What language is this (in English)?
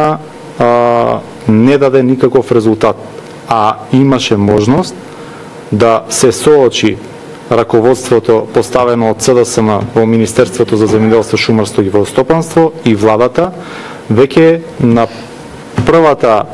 Macedonian